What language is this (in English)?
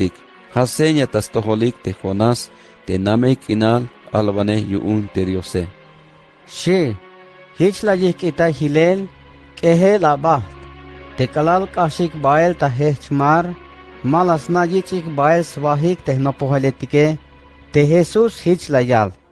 Tzeltal